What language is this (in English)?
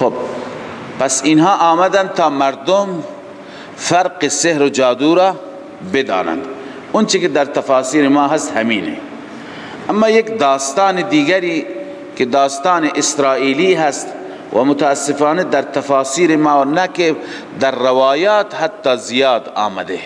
Persian